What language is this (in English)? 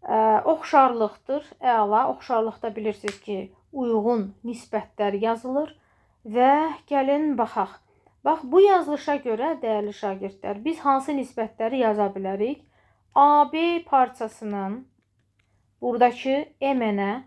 Azerbaijani